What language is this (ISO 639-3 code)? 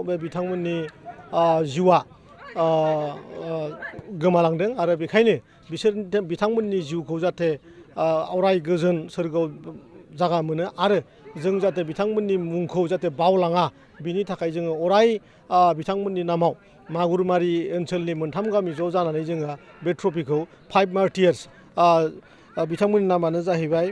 brx